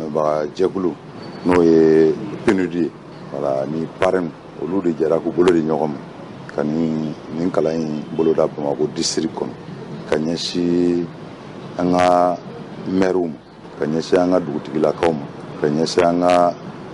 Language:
Bambara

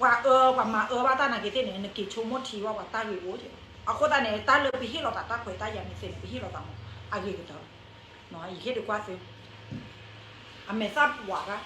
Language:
S'gaw Karen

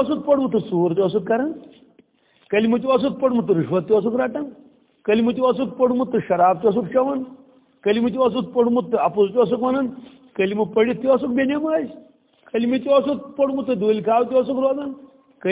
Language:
Kashmiri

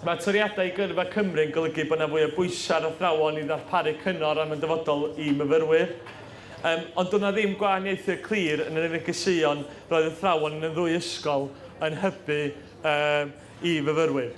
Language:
Welsh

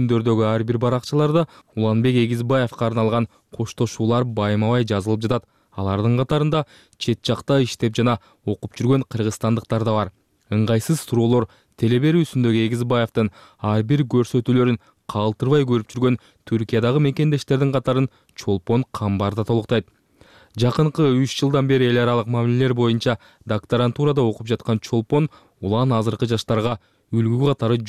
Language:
Kyrgyz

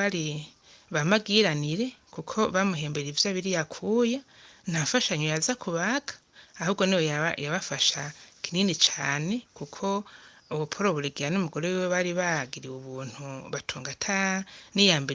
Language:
Rundi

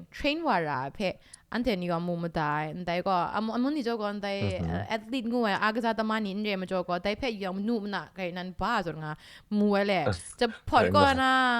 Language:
Kachin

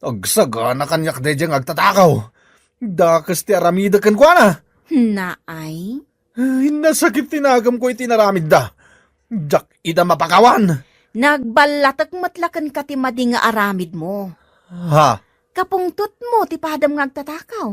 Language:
Iloko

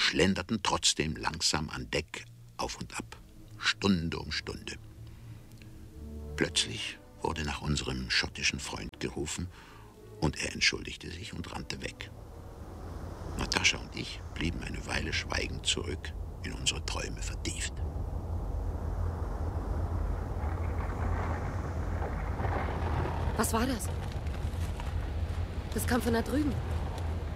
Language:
German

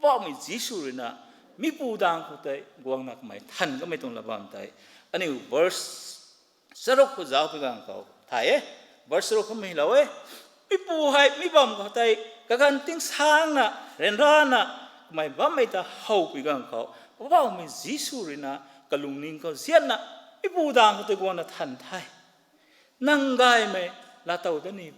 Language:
Rongmei Naga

